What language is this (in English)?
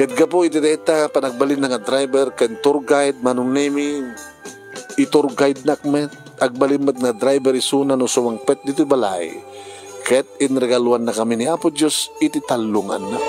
Iloko